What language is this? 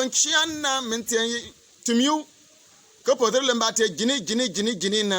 Bimoba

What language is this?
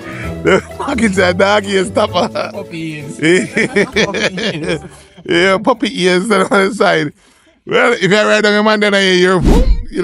Jamaican Creole English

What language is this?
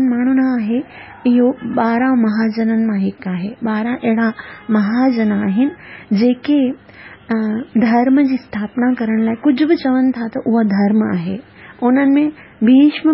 Sindhi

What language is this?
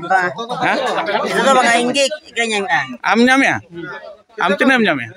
Santali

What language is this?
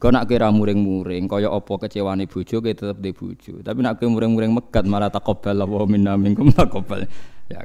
Javanese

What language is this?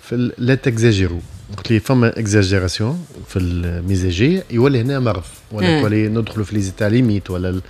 Tunisian Arabic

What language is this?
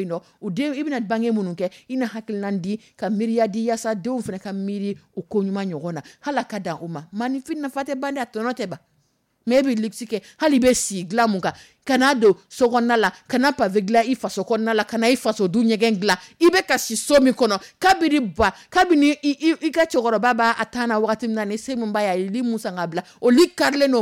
Dyula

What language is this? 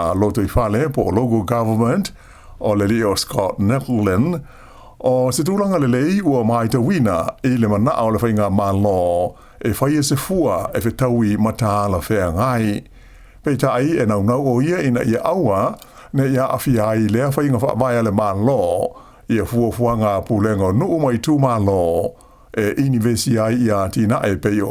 Samoan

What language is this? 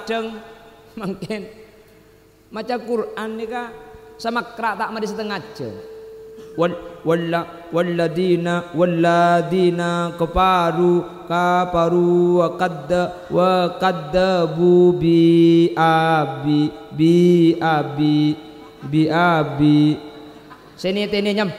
Madurese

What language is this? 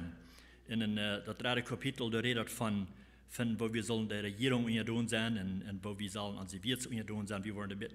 Plautdietsch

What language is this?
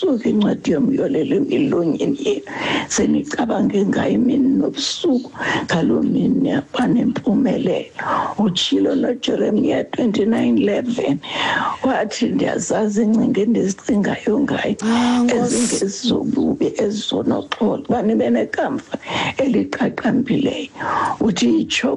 Xhosa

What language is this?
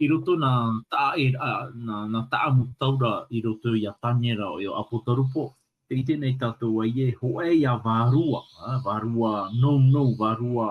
Tahitian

